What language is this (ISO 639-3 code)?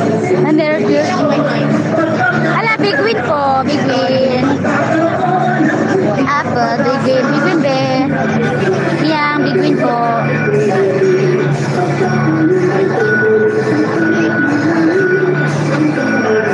fil